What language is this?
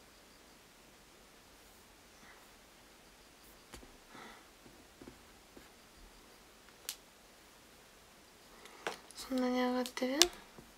Japanese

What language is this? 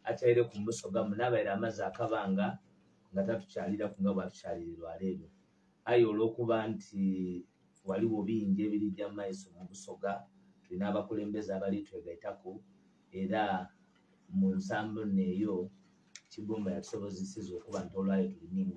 Ganda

